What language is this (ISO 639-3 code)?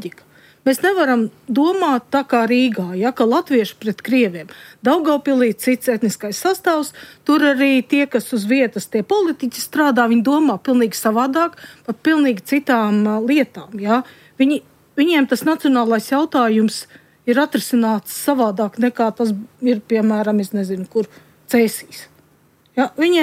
lav